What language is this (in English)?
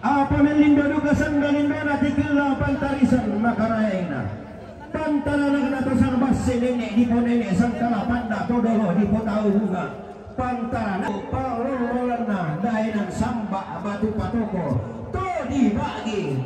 Toraja-Sa'dan